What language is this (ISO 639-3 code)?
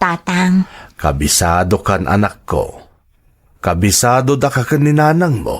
ilo